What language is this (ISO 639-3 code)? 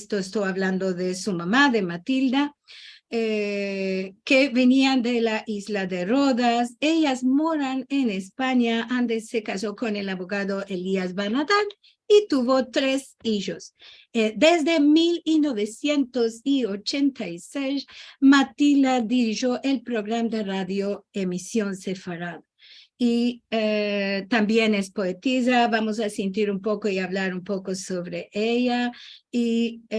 lad